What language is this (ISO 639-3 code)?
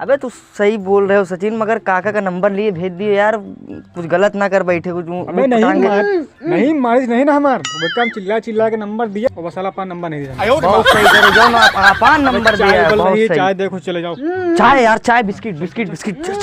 awa